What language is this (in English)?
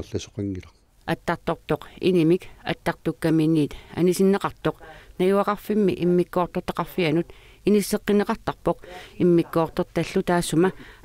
Kalaallisut